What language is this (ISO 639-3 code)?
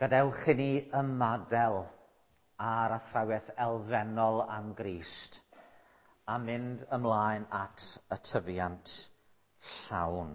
cym